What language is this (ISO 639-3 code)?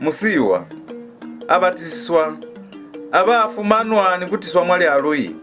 loz